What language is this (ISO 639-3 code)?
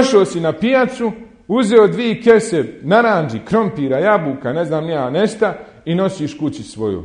bos